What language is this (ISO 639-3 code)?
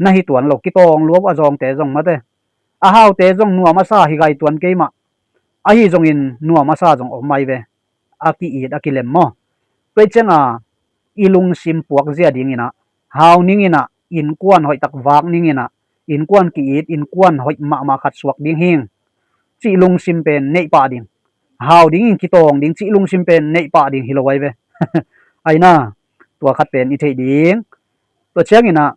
ctd